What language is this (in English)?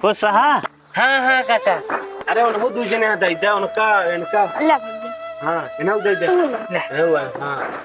Awadhi